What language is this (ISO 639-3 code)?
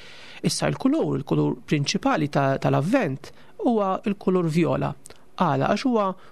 mlt